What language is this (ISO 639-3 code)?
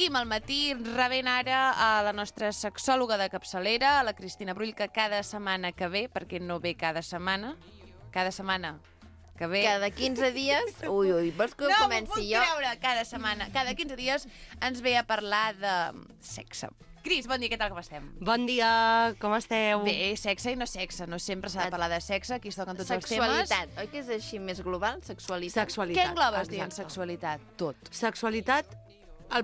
cat